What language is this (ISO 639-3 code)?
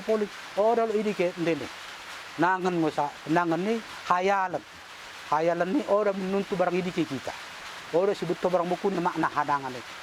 btd